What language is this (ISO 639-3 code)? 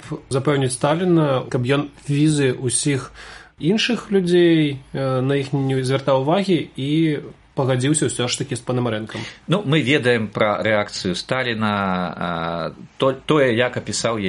bel